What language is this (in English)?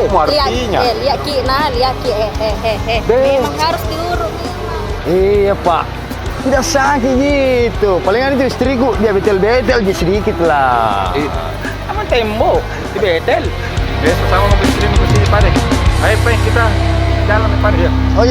Makassar Malay